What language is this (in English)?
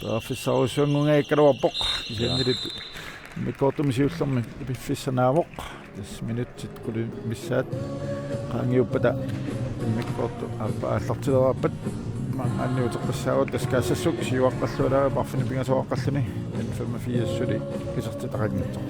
Kalaallisut